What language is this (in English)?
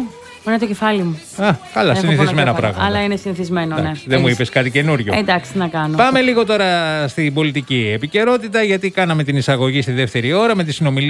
Greek